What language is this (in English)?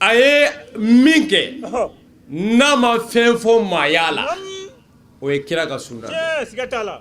Bambara